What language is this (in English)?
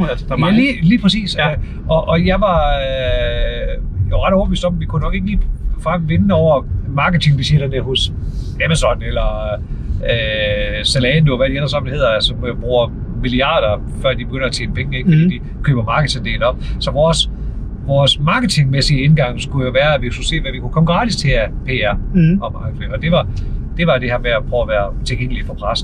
Danish